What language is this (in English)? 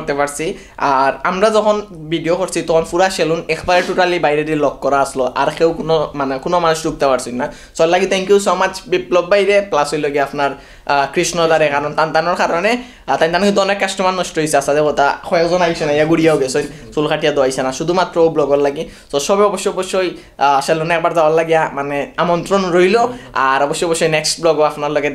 Sylheti